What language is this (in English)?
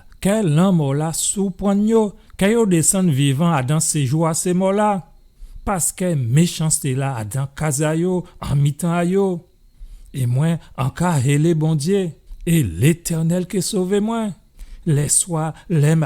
Guadeloupean Creole French